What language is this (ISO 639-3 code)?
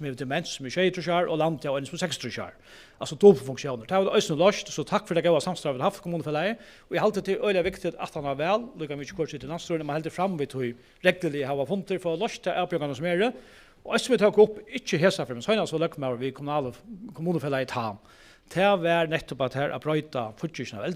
fao